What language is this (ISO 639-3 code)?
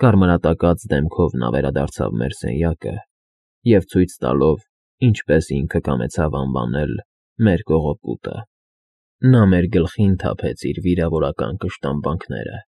hye